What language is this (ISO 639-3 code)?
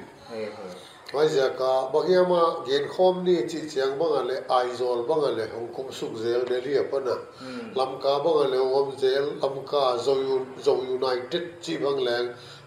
pck